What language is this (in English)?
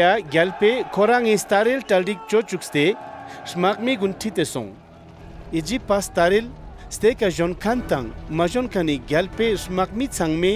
Ladakhi